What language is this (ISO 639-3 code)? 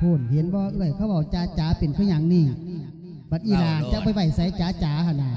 lao